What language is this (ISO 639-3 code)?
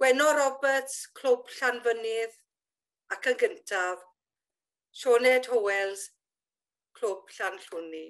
cym